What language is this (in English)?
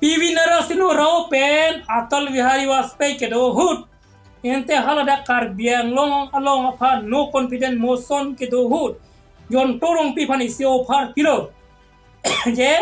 Karbi